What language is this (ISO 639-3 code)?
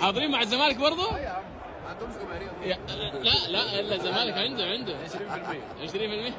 arz